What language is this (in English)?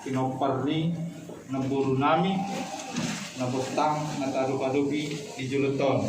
Batak Toba